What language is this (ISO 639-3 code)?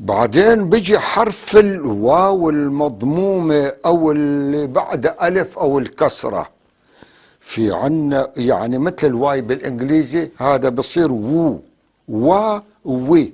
apc